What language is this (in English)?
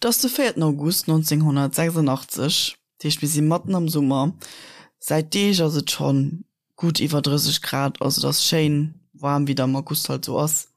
Luxembourgish